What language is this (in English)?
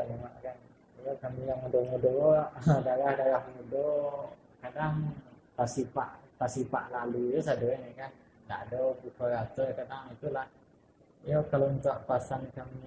Minangkabau